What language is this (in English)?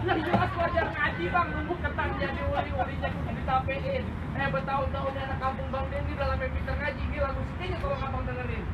Betawi